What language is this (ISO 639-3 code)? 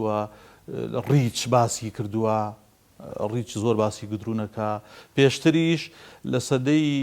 ckb